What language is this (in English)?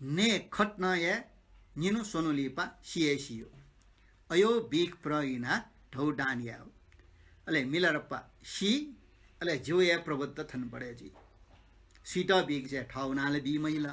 Newari